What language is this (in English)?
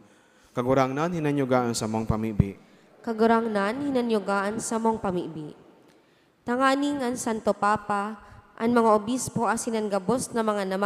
Bikol